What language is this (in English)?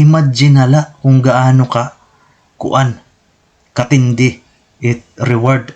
Waray